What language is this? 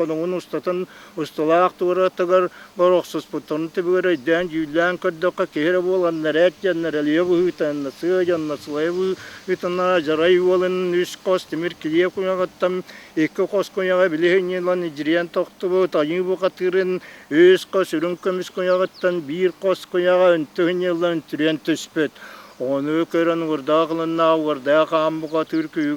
Yakut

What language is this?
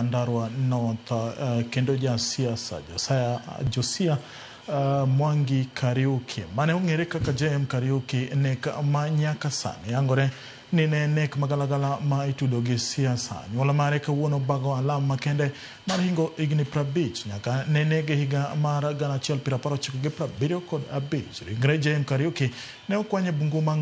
Luo (Kenya and Tanzania)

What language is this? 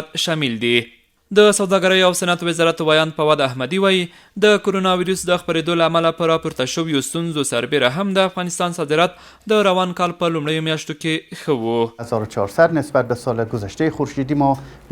Pashto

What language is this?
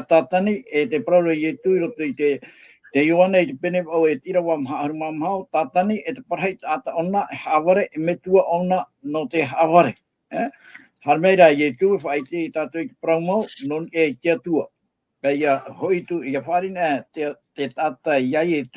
Tahitian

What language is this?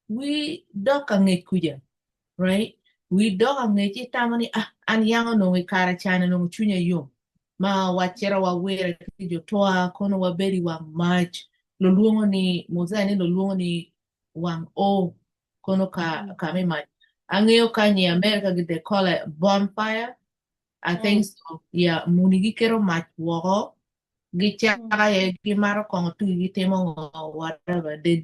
Acoli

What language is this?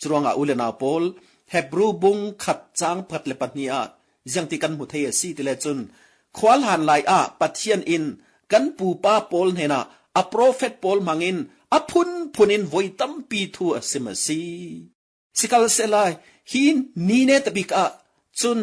Falam Chin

